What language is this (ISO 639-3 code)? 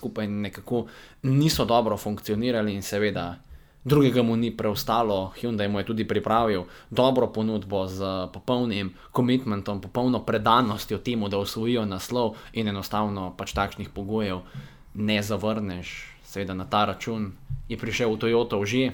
slv